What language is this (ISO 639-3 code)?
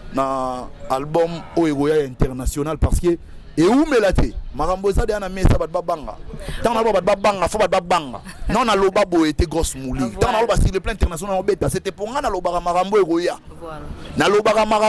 lin